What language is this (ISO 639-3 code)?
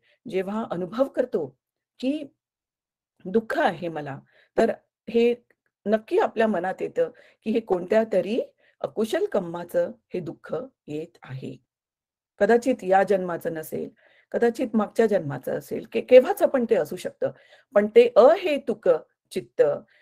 mar